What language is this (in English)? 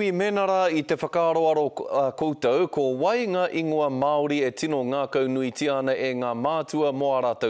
Māori